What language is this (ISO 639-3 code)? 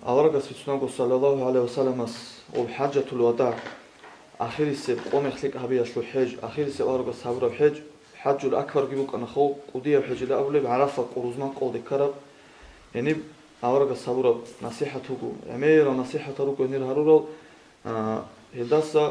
ava